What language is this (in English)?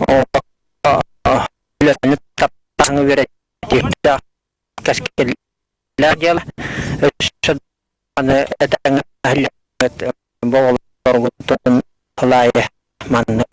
Yakut